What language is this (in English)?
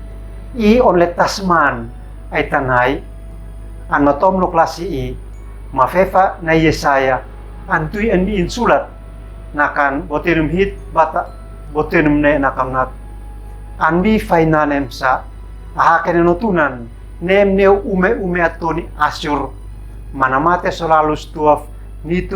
Uab Meto